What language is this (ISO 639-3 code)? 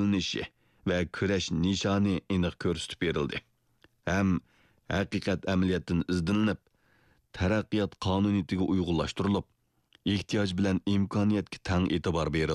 uig